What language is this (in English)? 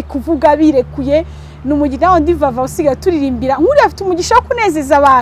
Kinyarwanda